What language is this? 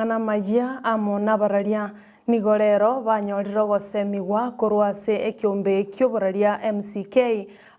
Gusii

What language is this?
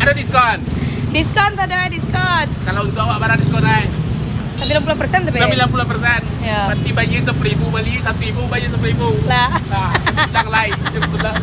Minangkabau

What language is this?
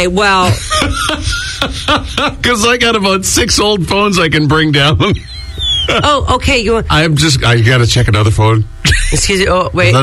English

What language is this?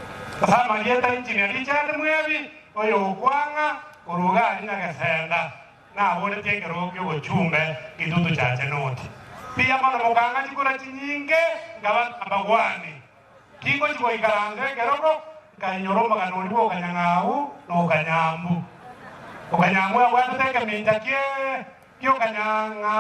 Gusii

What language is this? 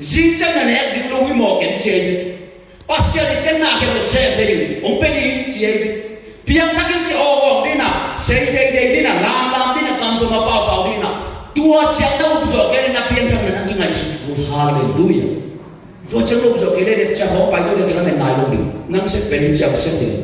Tedim Chin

